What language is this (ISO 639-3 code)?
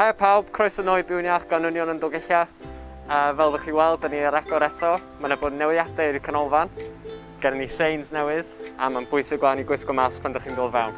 cym